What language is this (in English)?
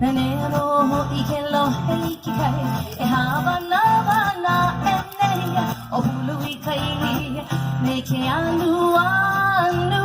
Hawaiian